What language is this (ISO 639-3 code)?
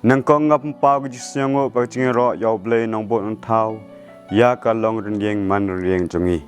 kha